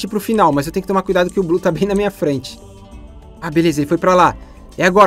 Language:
Portuguese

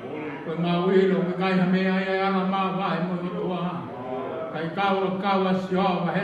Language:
Tongan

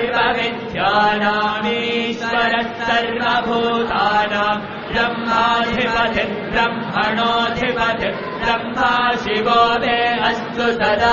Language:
Sanskrit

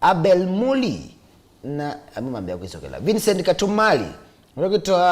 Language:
Kamba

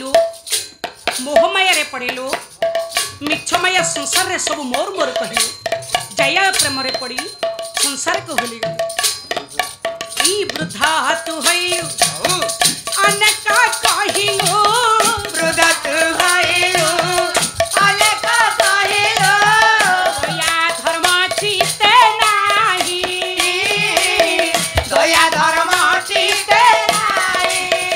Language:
Odia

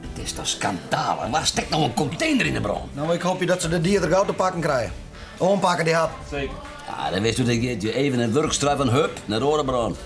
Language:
Western Frisian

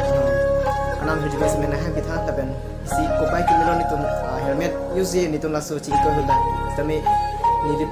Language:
Karbi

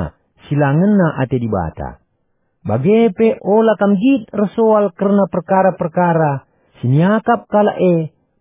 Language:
Batak Karo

